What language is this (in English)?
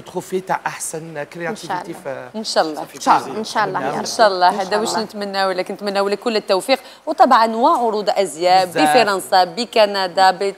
Algerian Arabic